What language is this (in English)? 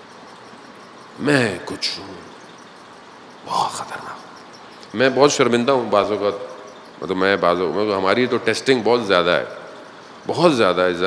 Urdu